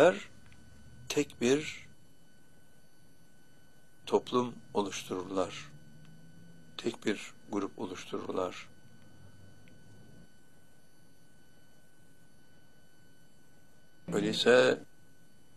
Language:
Turkish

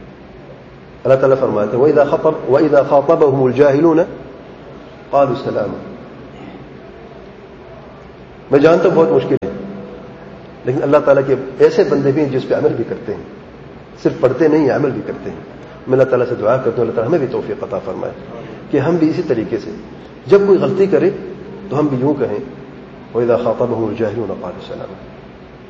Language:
Urdu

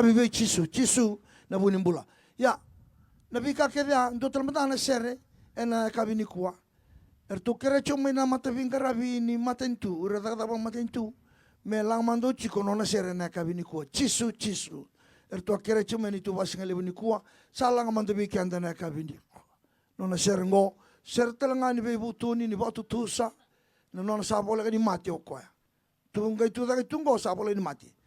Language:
Fijian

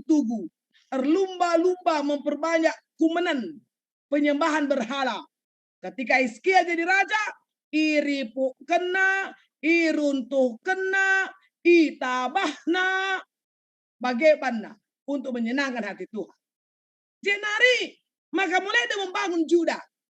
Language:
Batak Karo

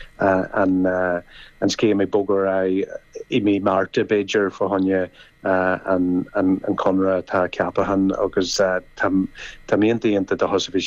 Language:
Irish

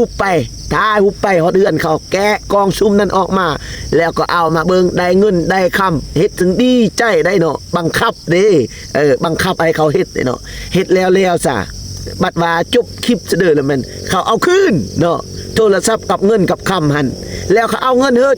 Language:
Lao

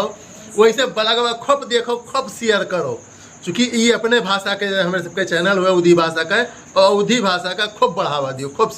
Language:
Awadhi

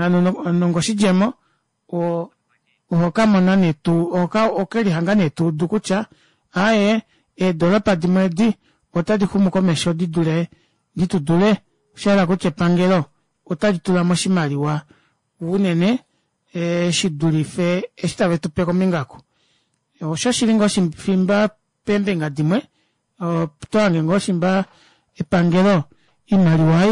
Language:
Kuanyama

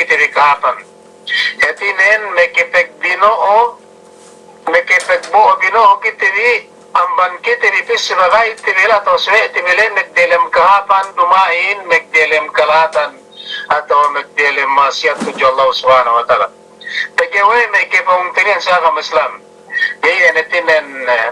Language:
Yakan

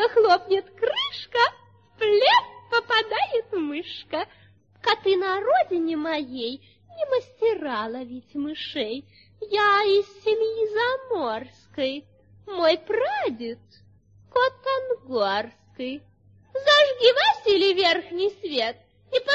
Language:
Russian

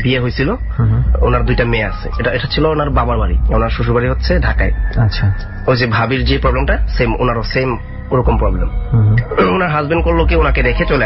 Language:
Bangla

